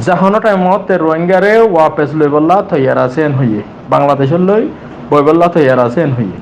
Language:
Rohingya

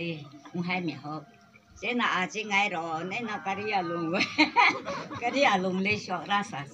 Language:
Tangkhul Naga (India)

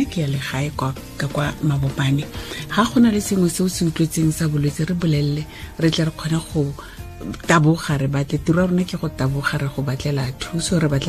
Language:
Tswana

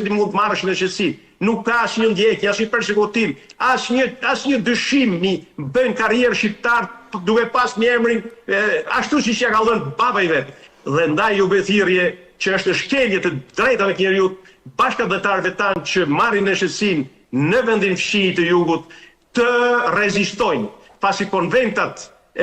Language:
Albanian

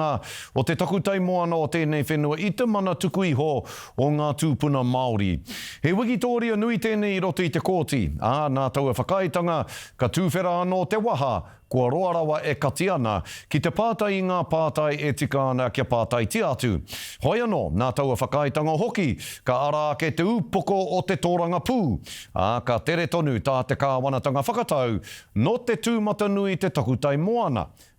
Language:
Māori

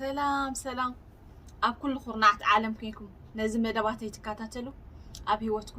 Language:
Tigrinya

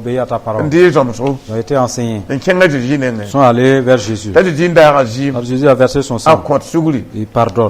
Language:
Mossi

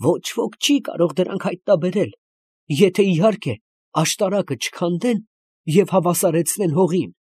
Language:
Armenian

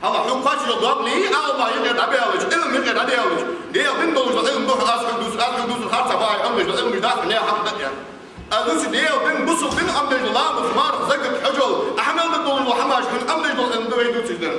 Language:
Ingush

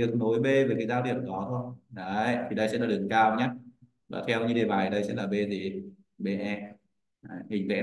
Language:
Vietnamese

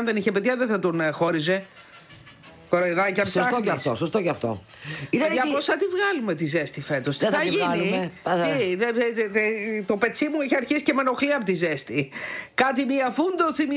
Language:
Greek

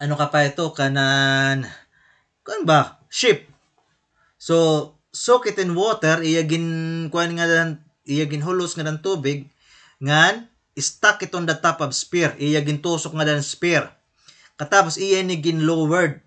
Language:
Waray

